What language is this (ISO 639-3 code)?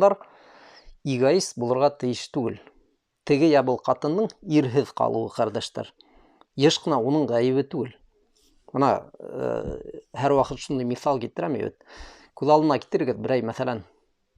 bak